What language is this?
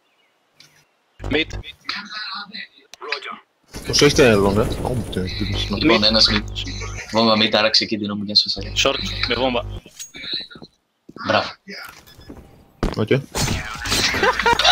Greek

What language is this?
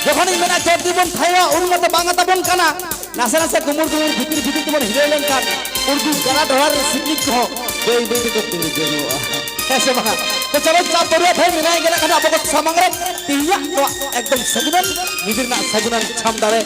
Santali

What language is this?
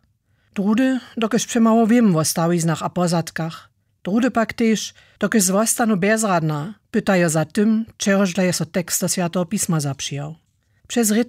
Upper Sorbian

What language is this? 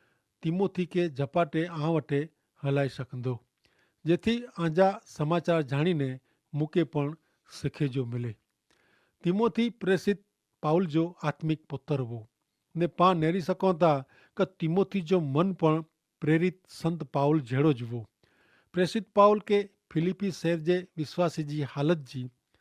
Kachhi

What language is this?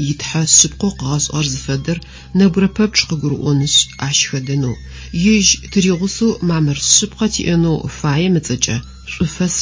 Adyghe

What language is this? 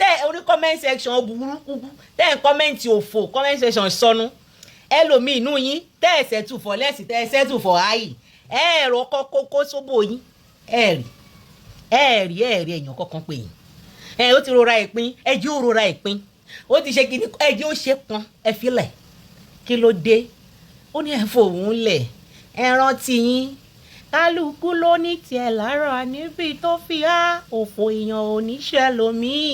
Yoruba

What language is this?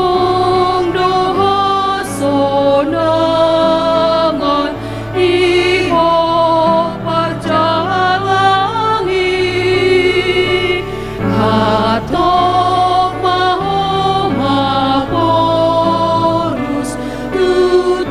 Batak Toba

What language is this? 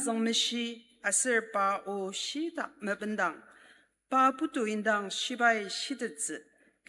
Ao Naga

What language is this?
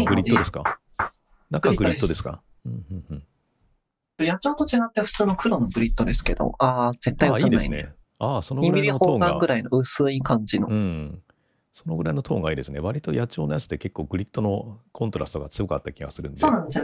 Japanese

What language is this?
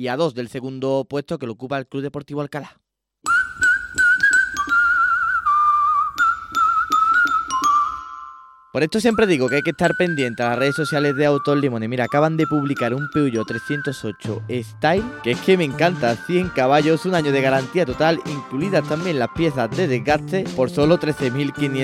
Spanish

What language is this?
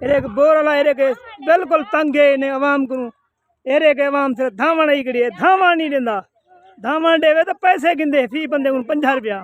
Saraiki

